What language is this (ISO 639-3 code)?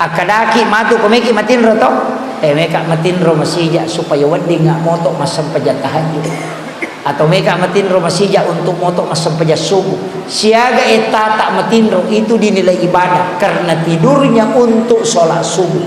bug